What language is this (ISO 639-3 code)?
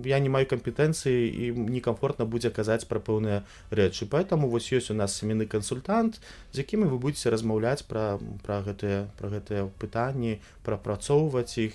bel